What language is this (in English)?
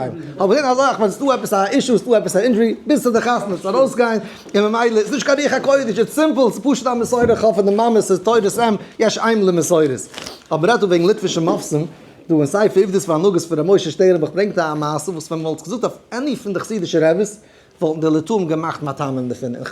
Yiddish